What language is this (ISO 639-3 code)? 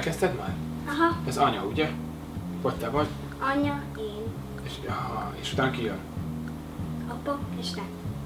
hun